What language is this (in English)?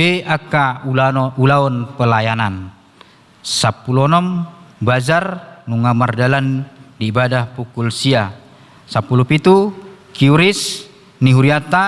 Batak Toba